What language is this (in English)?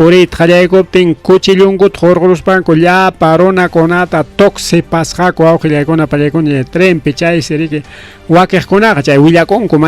Ayacucho Quechua